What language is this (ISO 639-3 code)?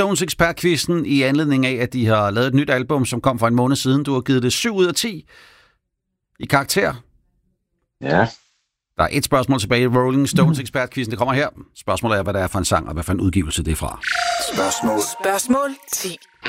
dan